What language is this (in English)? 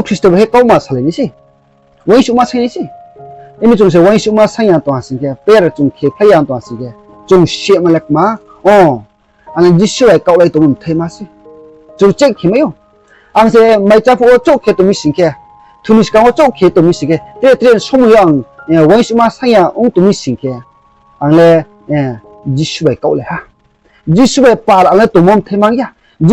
Riang (India)